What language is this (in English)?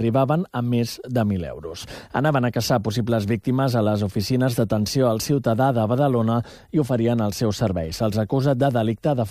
Catalan